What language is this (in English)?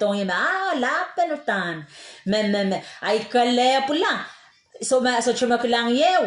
Pohnpeian